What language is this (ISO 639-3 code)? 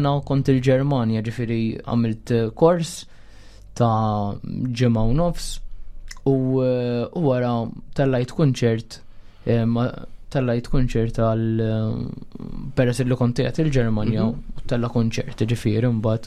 mlt